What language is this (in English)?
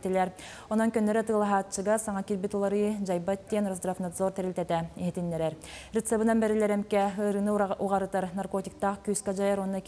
Yakut